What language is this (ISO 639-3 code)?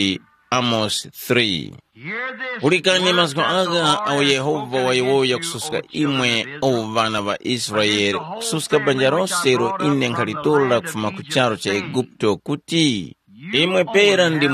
tum